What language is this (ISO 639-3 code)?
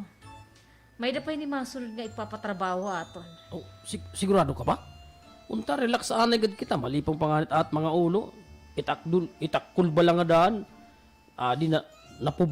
war